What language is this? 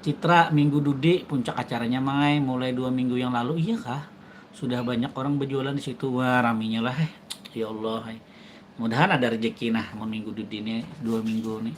Banjar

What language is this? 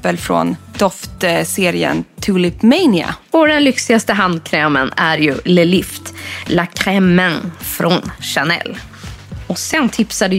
Swedish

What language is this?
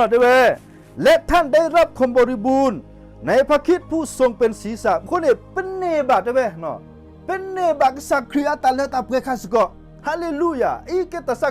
S'gaw Karen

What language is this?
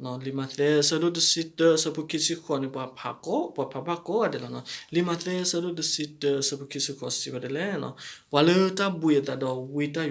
S'gaw Karen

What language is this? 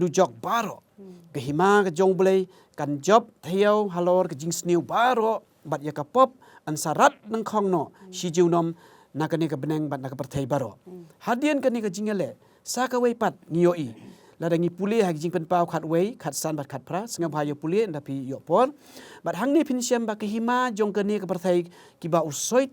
Khasi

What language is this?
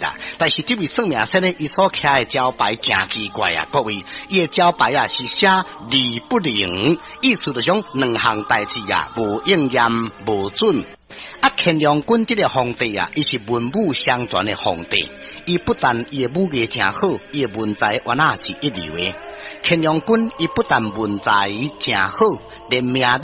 Min Nan Chinese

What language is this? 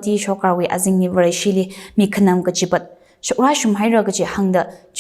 Tangkhul Naga (India)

